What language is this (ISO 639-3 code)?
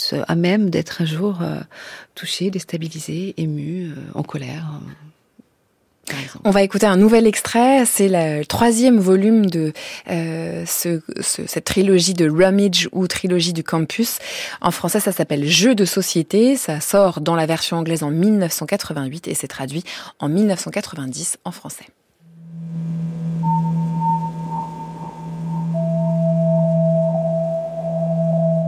fra